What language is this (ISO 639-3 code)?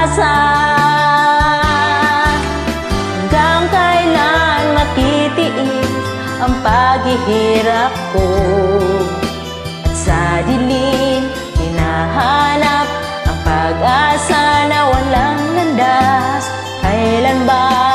fil